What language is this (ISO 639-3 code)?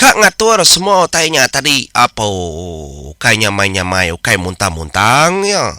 iba